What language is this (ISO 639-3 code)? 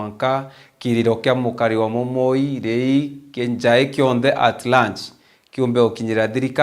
mer